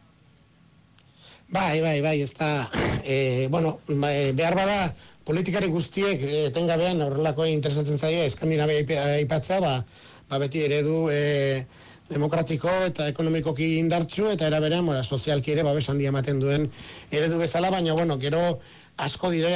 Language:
Basque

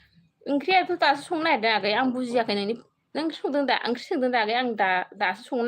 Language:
Bodo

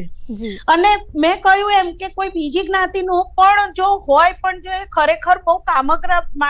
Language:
Gujarati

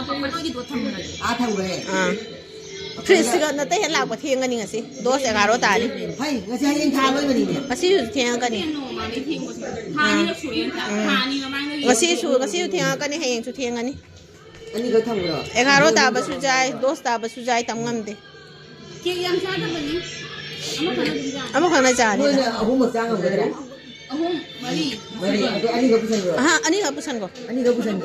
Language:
Manipuri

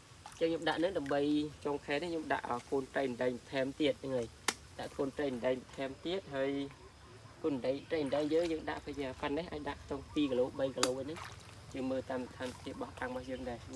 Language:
Khmer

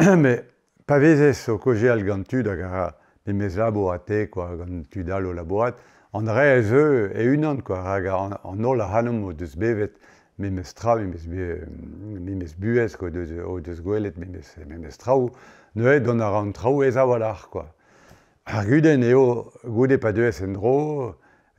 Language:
Breton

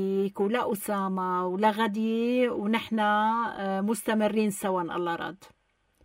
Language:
North Levantine Arabic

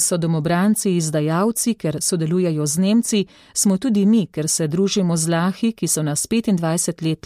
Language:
Slovenian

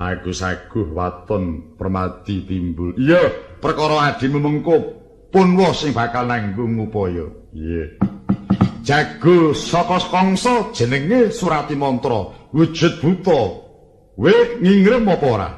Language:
Javanese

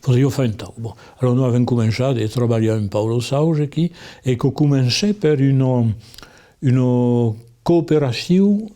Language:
Occitan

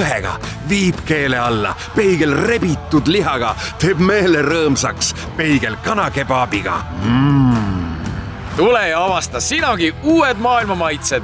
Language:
Estonian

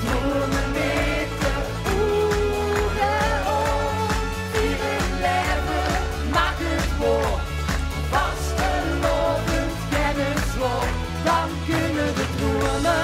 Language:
Limburgish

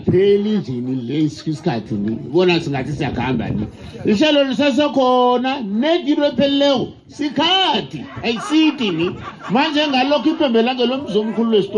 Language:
South Ndebele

